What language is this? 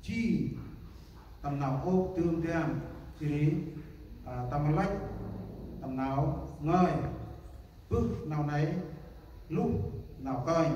Central Mnong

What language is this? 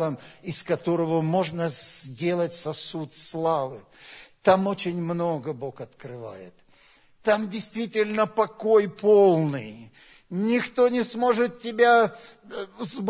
Russian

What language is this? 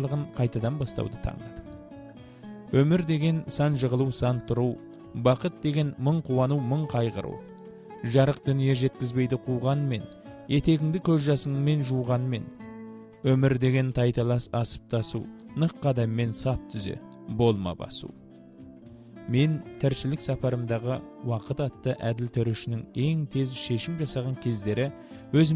Kazakh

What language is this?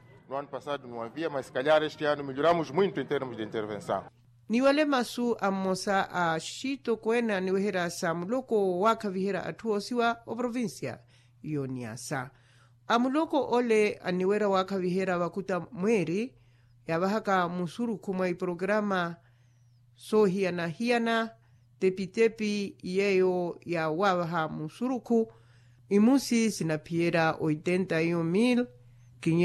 Makhuwa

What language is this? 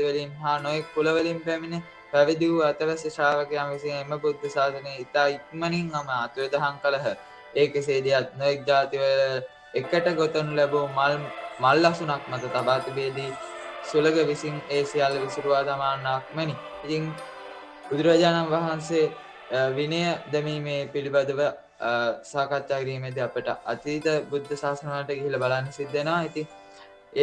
Sinhala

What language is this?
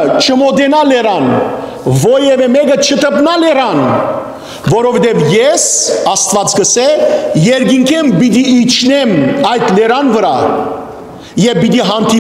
Western Armenian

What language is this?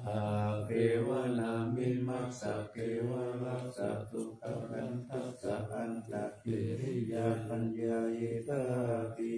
Pali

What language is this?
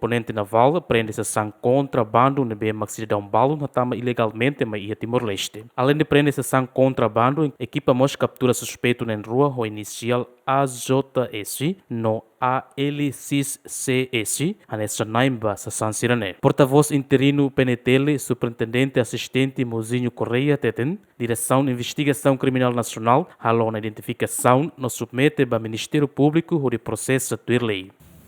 Tetum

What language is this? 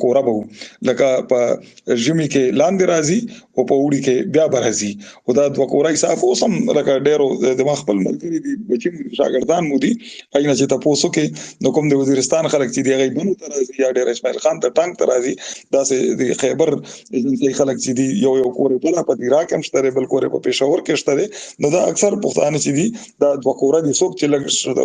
Pashto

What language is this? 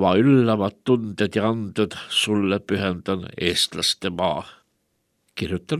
Estonian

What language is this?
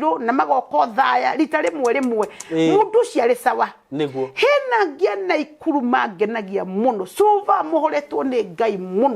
Kikuyu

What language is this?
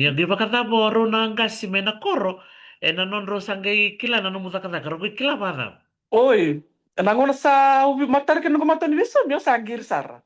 Fijian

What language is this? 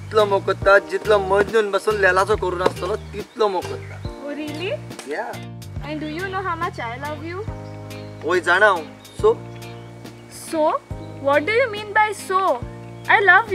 Konkani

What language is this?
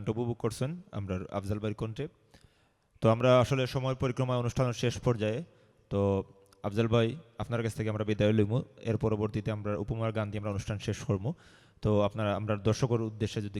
Sylheti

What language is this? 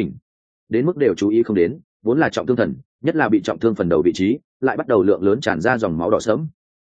Vietnamese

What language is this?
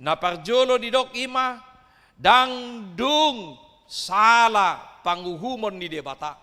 Batak Toba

